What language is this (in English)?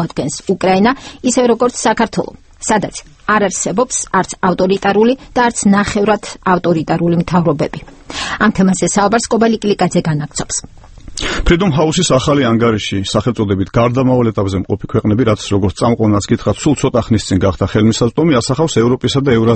Georgian